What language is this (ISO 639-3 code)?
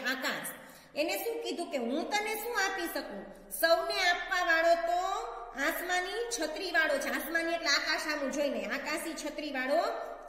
guj